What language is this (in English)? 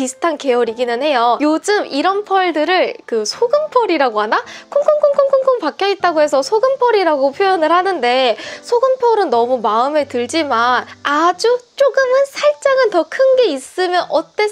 Korean